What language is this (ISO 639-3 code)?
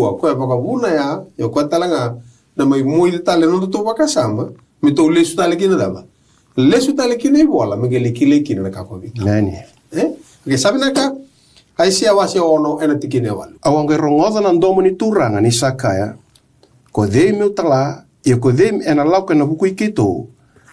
fij